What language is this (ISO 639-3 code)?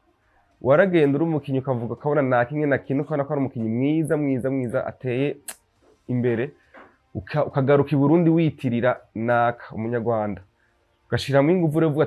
run